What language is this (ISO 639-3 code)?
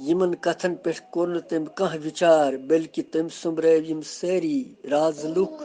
kas